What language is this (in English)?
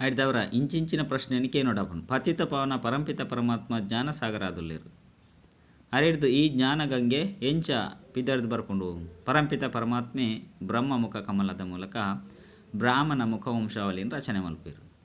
Tulu